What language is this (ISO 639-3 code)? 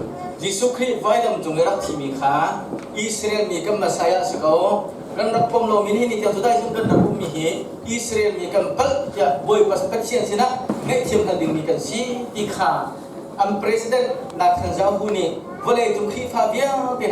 cnh